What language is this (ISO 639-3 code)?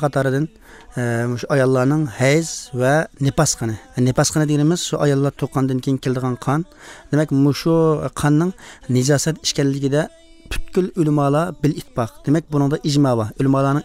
uig